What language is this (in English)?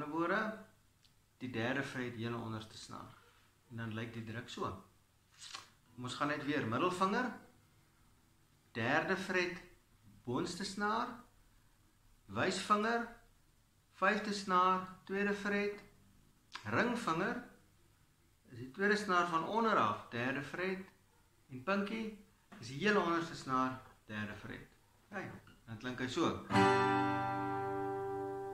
Afrikaans